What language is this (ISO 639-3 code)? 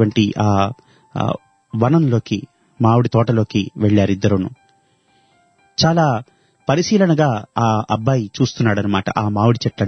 tel